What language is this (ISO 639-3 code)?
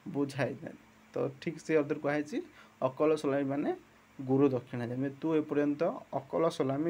ori